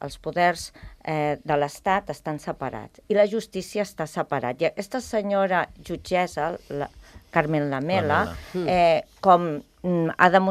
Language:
Catalan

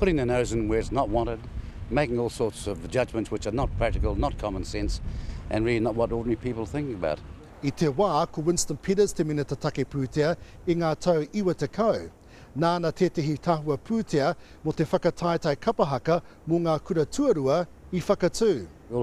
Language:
Māori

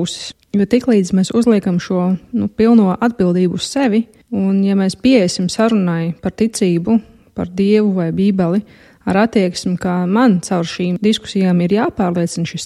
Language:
Latvian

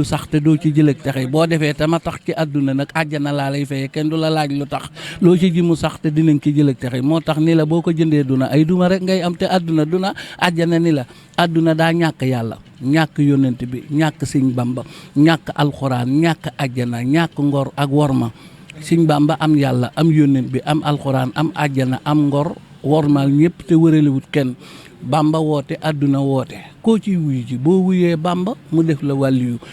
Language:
Wolof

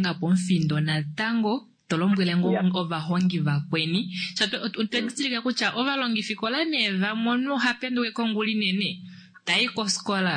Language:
Kuanyama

